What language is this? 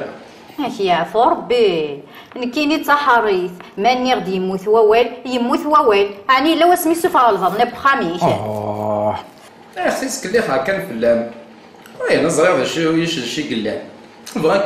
Kabyle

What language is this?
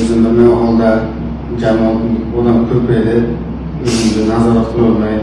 Uzbek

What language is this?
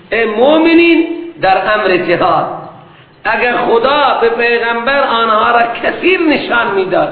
Persian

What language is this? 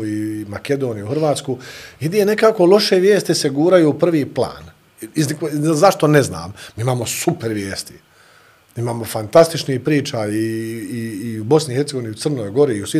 Bosnian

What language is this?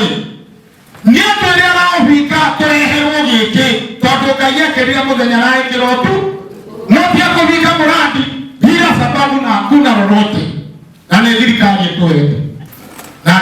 Kikuyu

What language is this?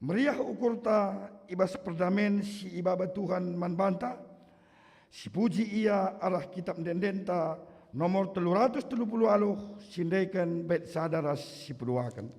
Batak Karo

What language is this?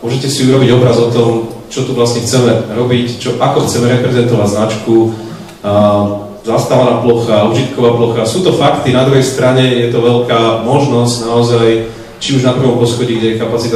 Slovak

